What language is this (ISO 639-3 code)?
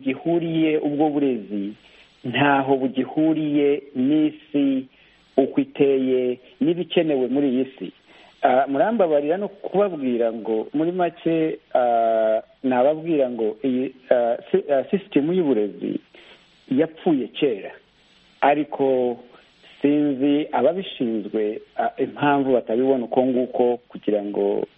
kin